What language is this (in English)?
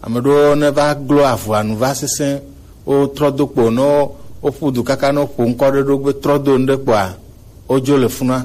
Gen